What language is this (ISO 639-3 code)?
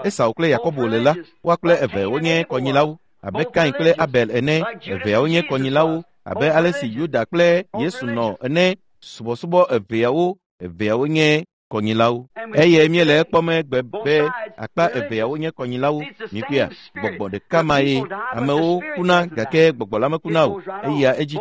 ewe